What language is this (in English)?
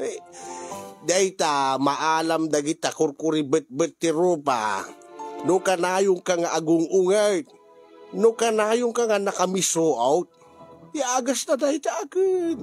Iloko